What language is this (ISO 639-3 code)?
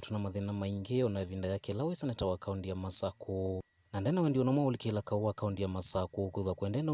kam